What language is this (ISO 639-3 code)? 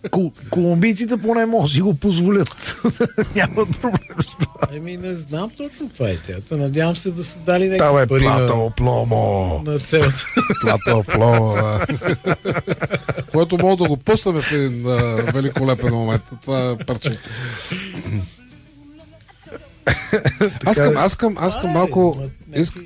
bul